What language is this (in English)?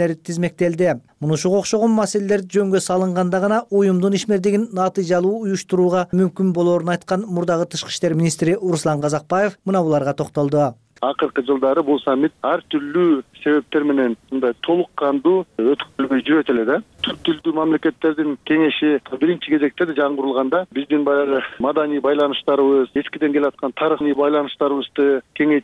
Kyrgyz